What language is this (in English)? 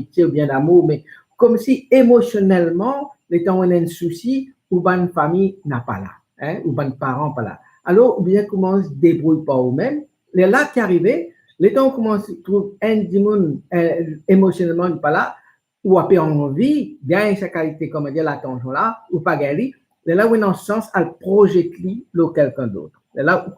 Morisyen